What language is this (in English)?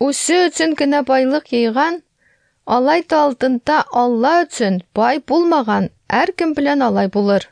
Tatar